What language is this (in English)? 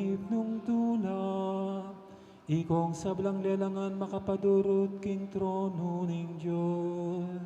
Pampanga